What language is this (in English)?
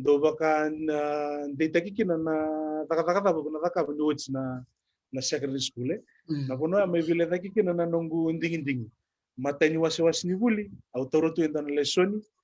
Fijian